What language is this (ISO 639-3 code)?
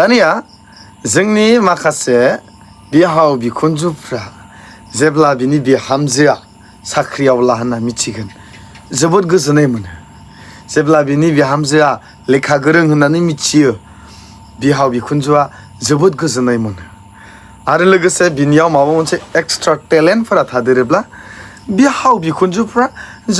brx